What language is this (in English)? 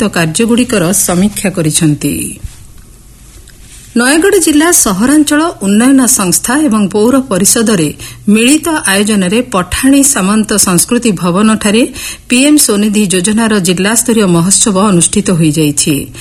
Odia